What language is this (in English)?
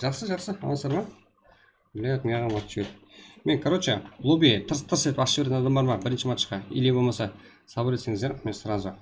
Kara-Kalpak